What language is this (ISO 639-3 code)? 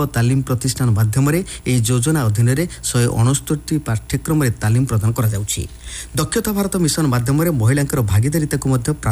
ori